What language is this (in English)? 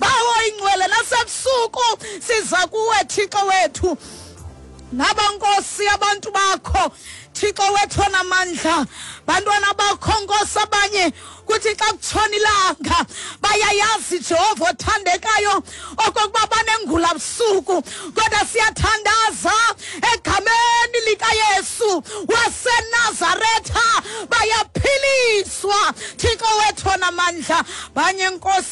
Xhosa